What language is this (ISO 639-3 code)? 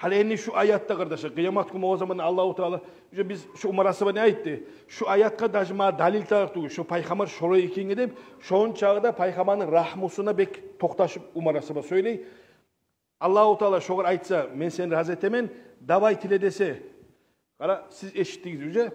kum